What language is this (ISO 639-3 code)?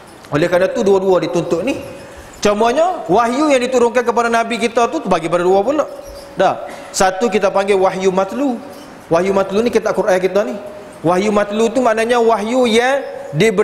msa